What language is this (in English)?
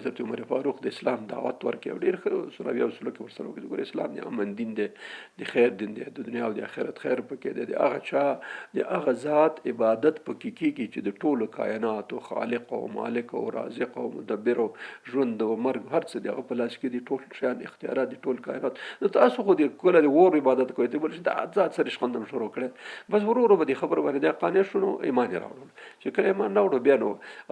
Pashto